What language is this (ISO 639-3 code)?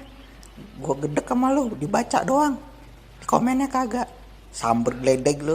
bew